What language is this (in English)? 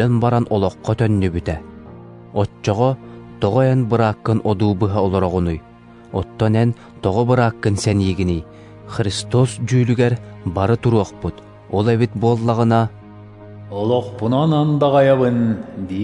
Yakut